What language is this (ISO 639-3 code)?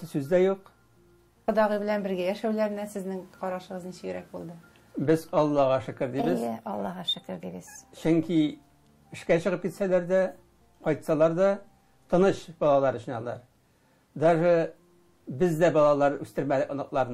tat